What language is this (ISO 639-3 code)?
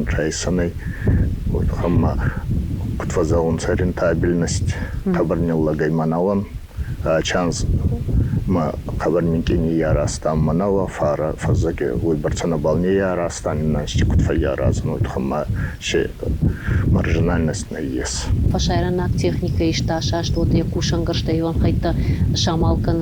oss